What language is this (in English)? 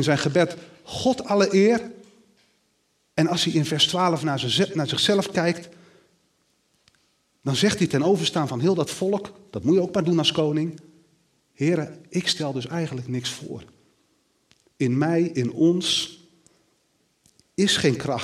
Dutch